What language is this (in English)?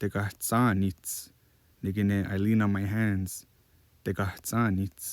Mohawk